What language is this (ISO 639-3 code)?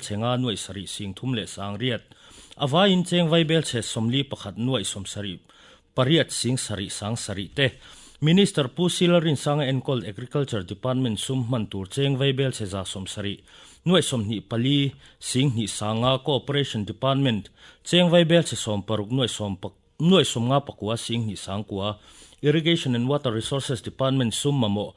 lus